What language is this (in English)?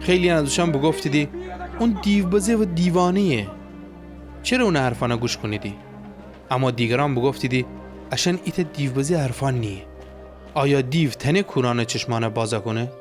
Gilaki